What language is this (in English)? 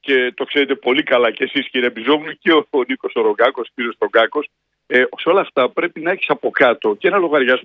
Greek